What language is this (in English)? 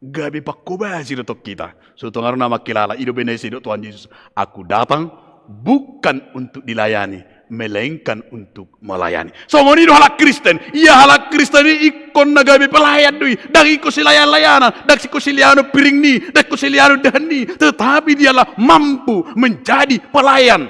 Batak Toba